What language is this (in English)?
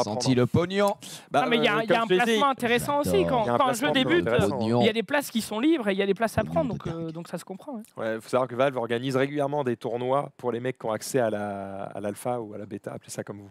French